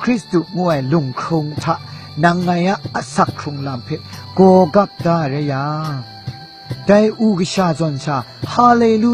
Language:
Kachin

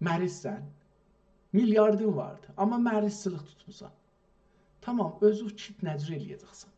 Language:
South Azerbaijani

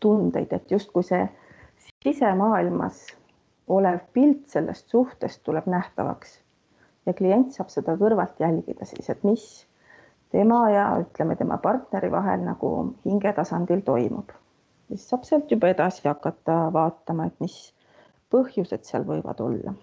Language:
Estonian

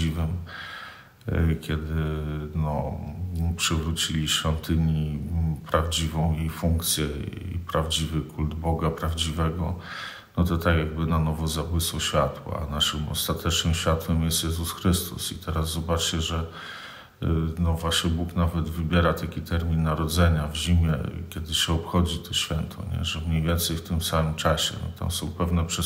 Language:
Polish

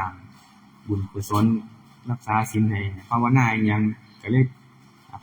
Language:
Northeastern Thai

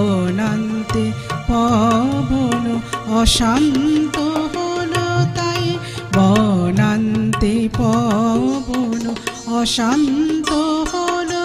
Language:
Bangla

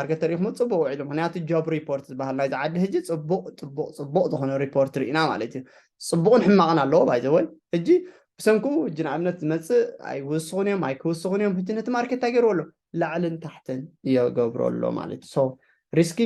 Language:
Tigrinya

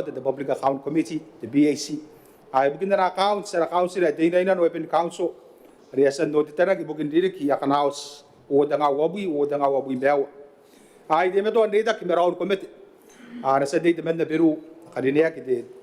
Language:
Gilbertese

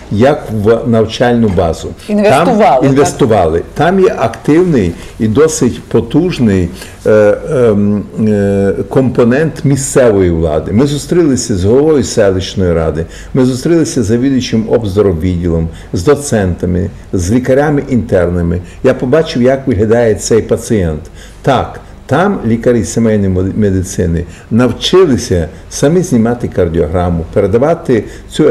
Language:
Ukrainian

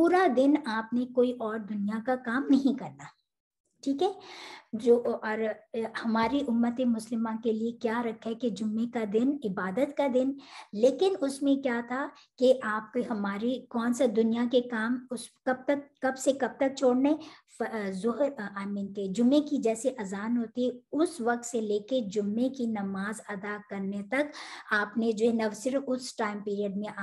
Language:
Urdu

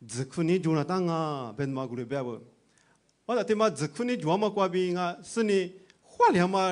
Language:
Lisu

